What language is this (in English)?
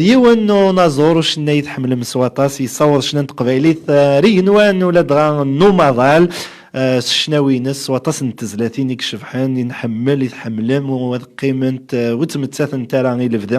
Kabyle